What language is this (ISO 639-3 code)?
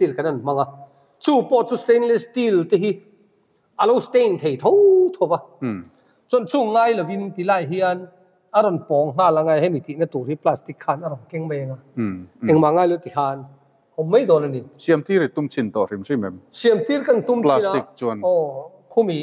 lus